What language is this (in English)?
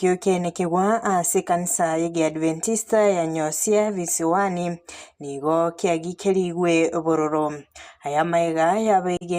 Gusii